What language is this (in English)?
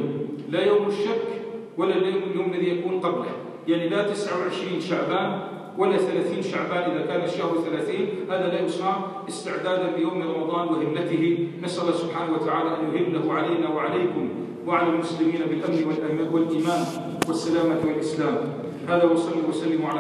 Arabic